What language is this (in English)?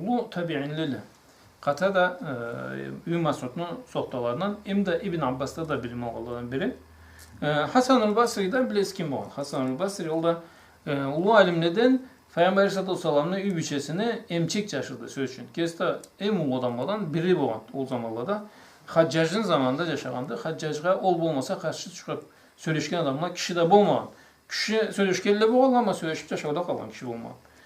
Karachay-Balkar